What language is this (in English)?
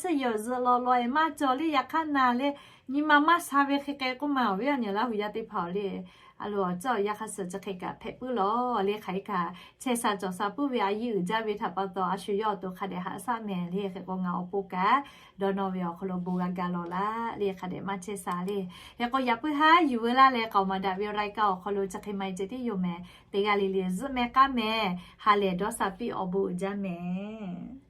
Lahu